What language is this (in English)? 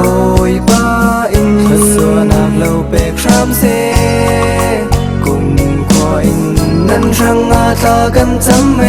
Falam Chin